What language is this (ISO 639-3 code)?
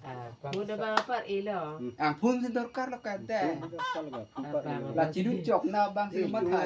mjw